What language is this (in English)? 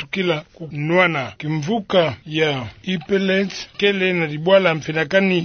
Kituba (Democratic Republic of Congo)